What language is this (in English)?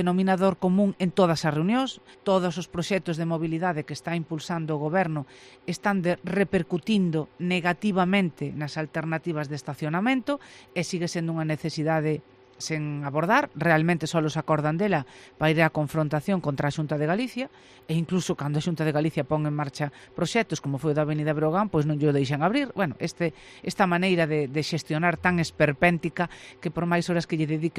Galician